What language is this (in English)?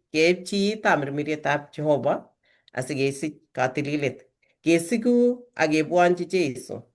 Kalenjin